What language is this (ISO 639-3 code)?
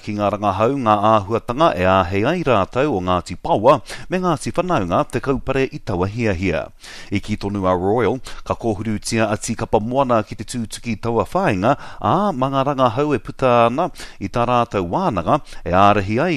mri